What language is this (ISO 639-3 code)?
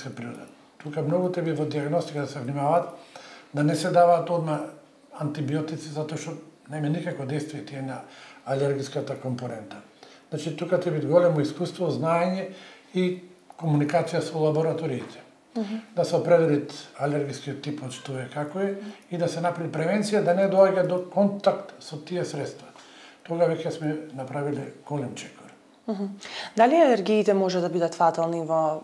mkd